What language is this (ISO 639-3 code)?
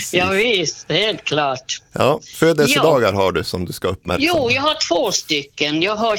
swe